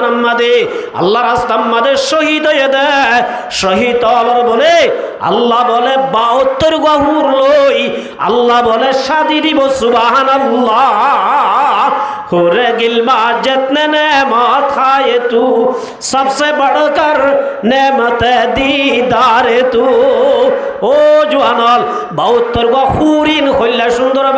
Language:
Rohingya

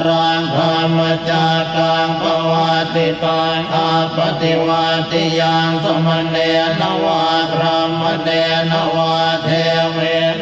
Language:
Pali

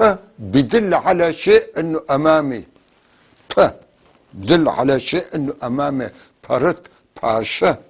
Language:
North Levantine Arabic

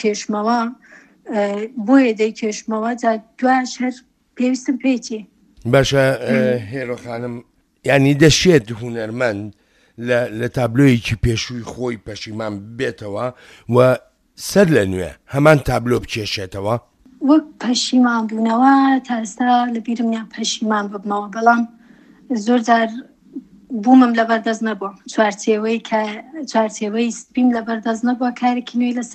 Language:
Central Kurdish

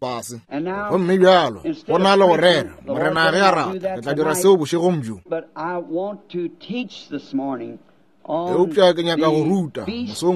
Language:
Northern Sotho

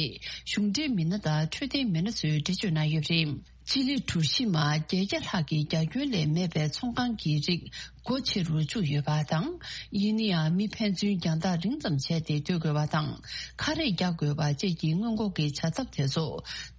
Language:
Tibetan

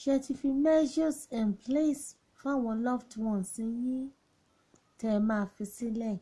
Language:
Yoruba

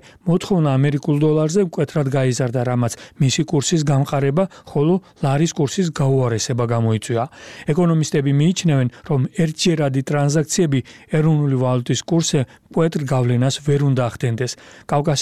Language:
Georgian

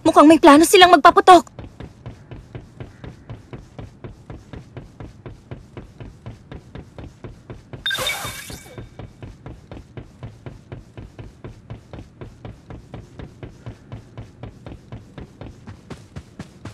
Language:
Filipino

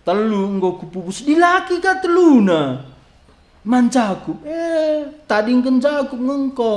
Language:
Batak Karo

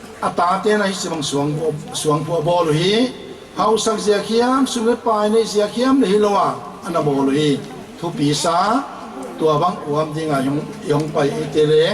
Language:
Paite Chin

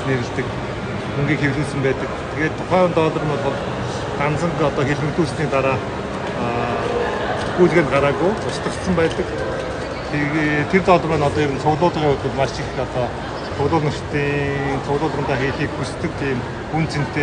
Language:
Mongolian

